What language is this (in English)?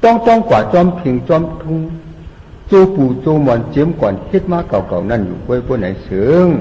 Shan